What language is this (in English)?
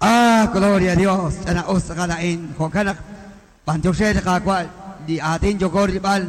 Kekchí